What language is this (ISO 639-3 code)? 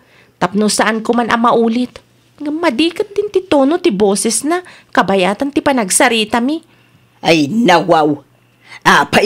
ilo